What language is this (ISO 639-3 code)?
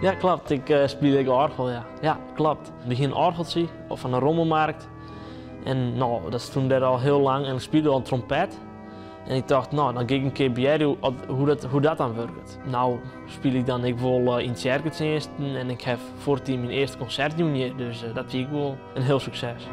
fry